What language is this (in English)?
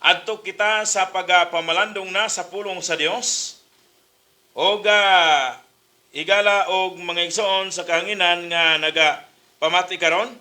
Cebuano